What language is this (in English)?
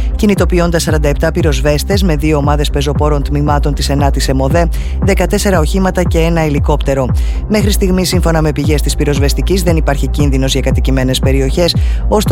Greek